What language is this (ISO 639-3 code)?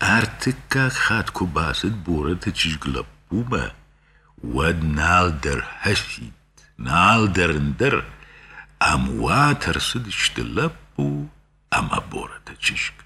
oss